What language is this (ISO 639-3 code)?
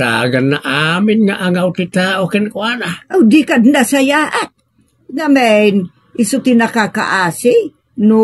ilo